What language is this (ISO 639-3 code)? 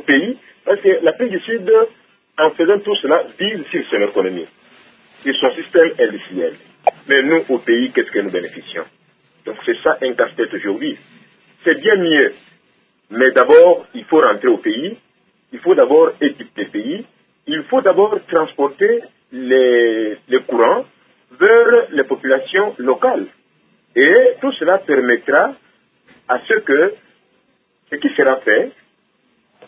fra